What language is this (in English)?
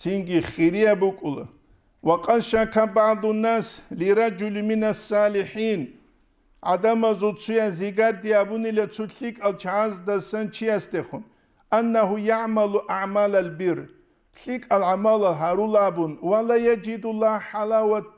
Avaric